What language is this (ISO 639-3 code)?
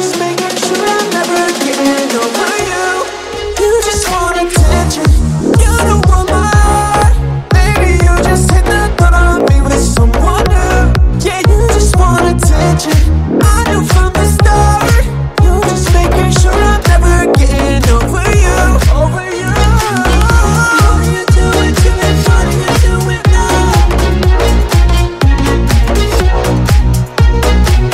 eng